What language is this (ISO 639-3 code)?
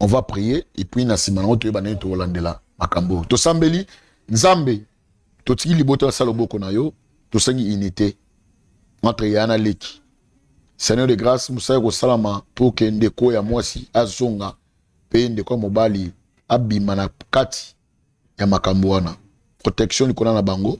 lin